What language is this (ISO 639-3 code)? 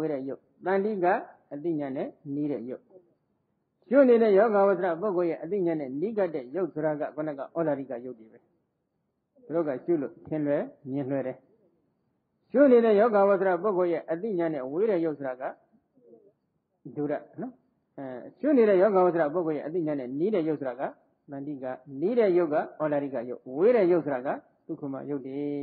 mya